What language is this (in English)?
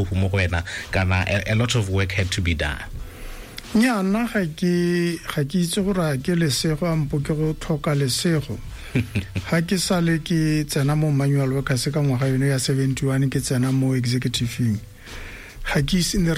Tswana